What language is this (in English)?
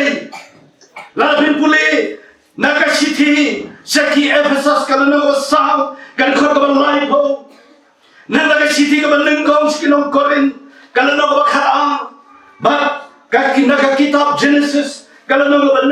Khasi